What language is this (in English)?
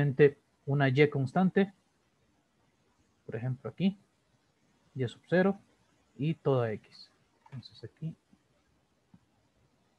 Spanish